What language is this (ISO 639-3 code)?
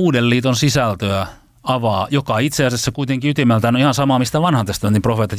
fin